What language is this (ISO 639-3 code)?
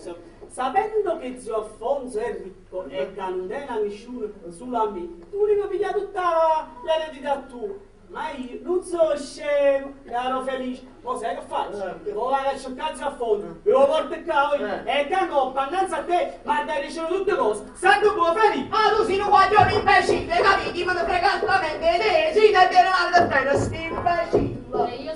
nap